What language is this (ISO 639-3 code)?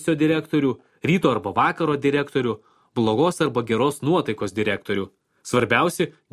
lit